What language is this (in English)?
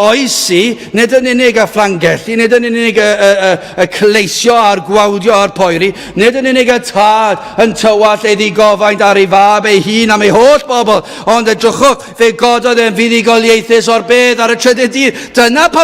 Welsh